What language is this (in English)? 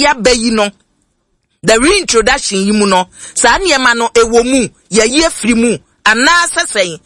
Akan